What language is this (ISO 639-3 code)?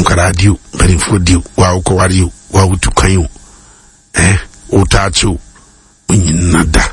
aka